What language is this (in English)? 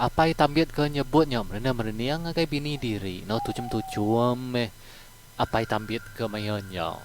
Iban